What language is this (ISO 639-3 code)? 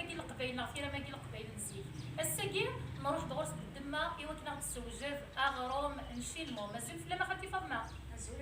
kab